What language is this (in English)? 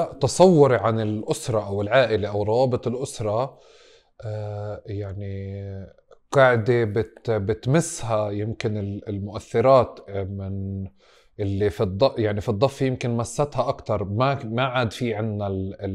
North Levantine Arabic